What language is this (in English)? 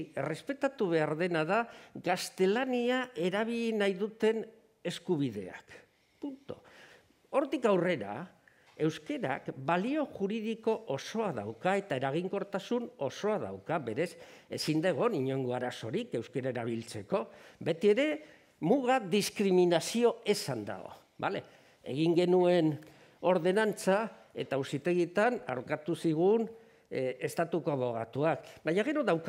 Basque